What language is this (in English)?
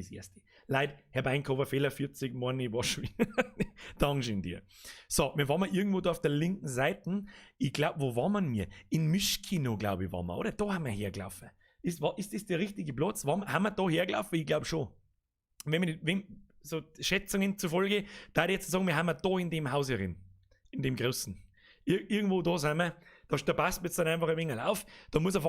Bavarian